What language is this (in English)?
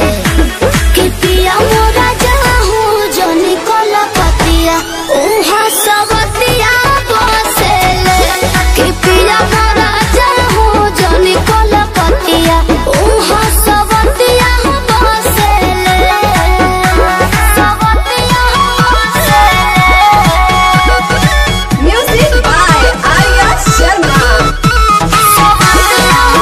Bhojpuri